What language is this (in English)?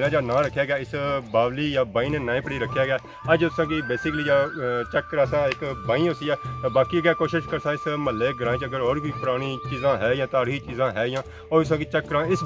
Pahari-Potwari